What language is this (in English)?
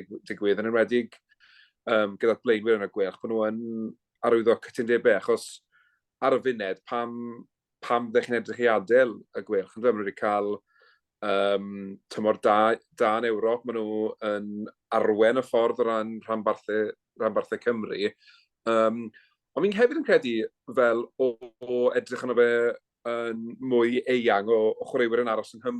Welsh